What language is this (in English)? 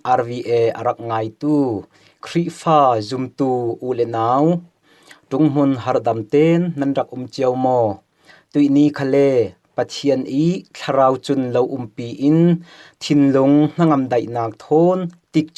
Falam Chin